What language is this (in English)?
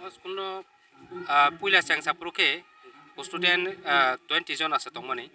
Kok Borok